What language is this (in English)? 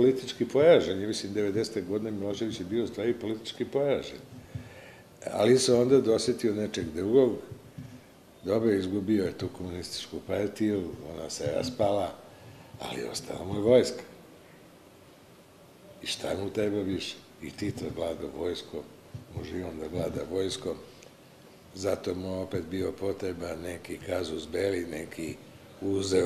Serbian